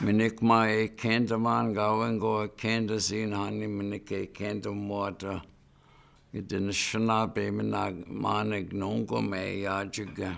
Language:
Chippewa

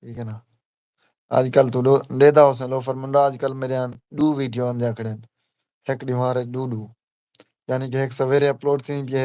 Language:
Saraiki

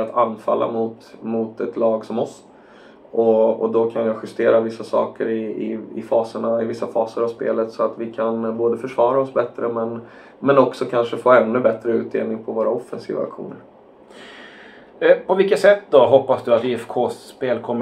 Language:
Swedish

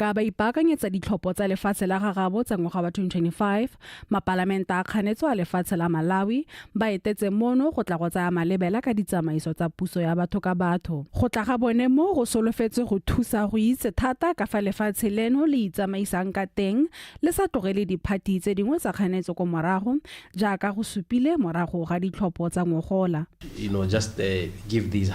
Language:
Tswana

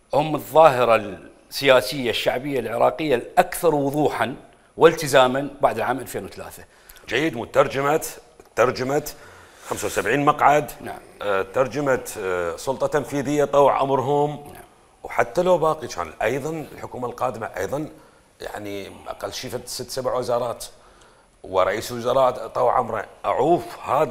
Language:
Mesopotamian Arabic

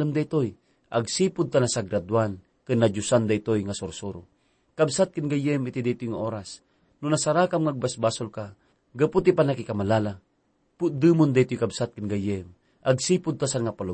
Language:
Iloko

